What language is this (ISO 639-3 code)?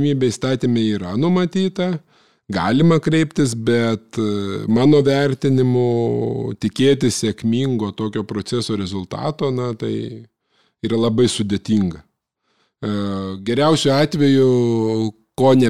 lit